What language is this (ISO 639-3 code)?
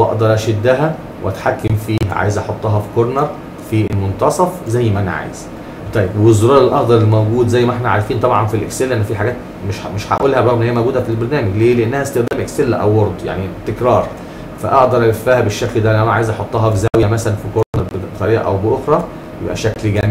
arz